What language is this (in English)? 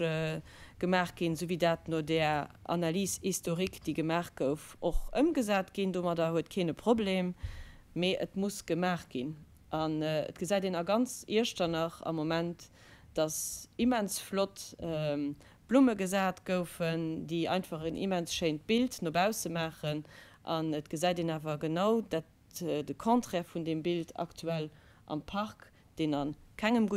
Luxembourgish